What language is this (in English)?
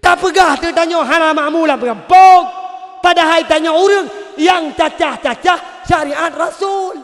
Achinese